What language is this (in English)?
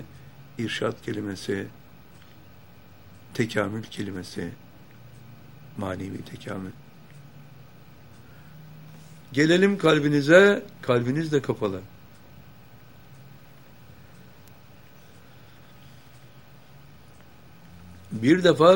Turkish